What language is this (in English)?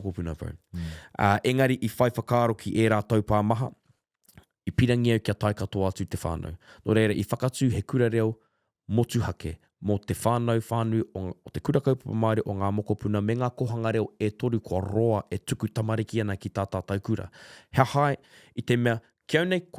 Māori